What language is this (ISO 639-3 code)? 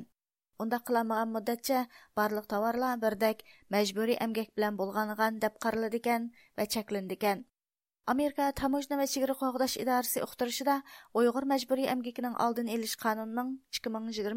uig